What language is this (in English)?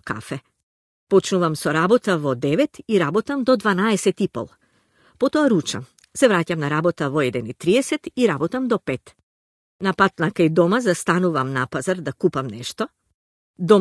Macedonian